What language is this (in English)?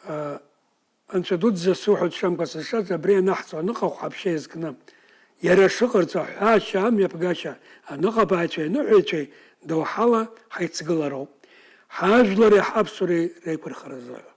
Abkhazian